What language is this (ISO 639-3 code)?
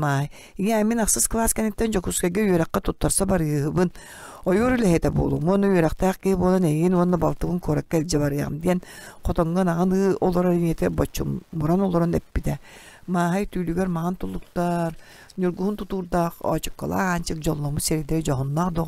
sah